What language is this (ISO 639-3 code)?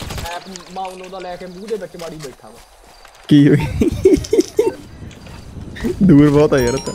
pan